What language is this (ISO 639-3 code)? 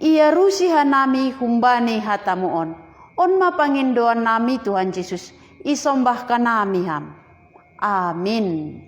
bts